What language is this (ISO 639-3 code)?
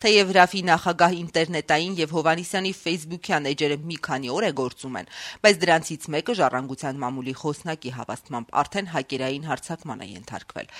hye